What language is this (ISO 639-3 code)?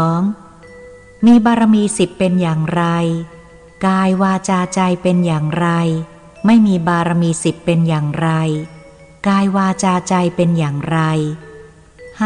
tha